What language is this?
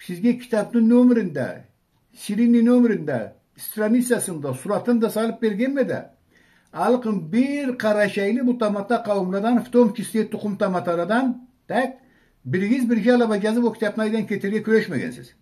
Karachay-Balkar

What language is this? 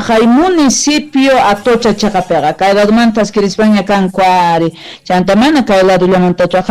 Quechua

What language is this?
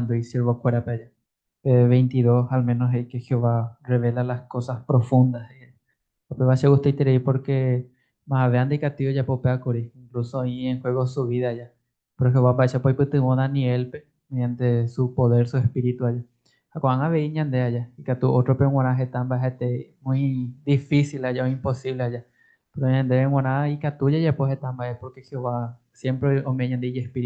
Guarani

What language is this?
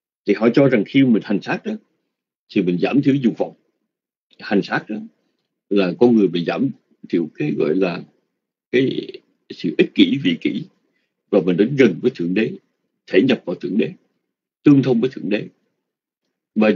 Vietnamese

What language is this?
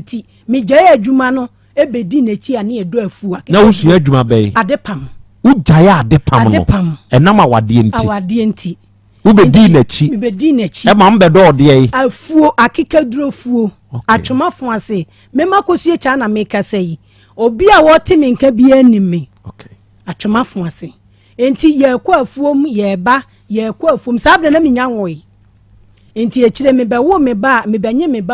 Akan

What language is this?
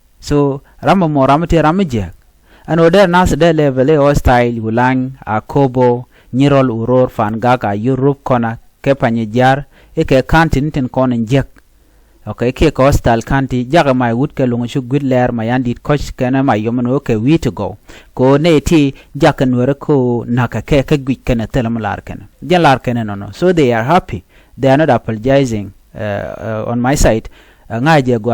Nuer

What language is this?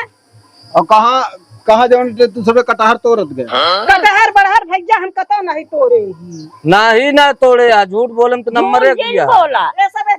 Awadhi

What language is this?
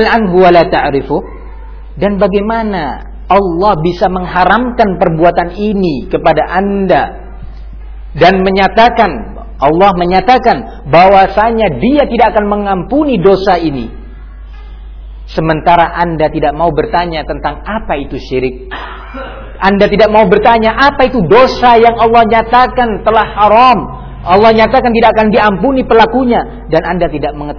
Indonesian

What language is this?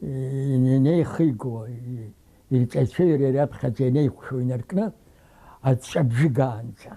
Abkhazian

